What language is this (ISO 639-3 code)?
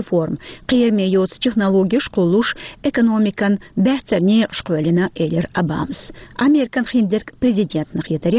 che